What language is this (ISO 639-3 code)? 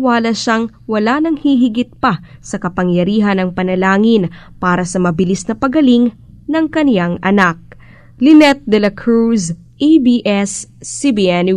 fil